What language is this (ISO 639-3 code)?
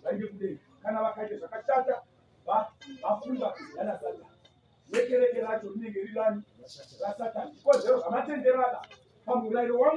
sna